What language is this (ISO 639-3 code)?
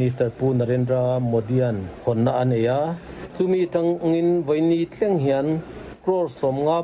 lus